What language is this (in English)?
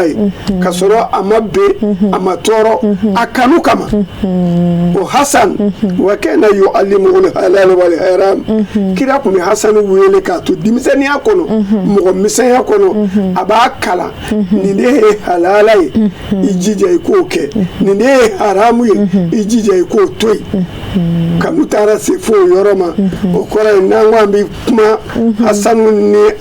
Bambara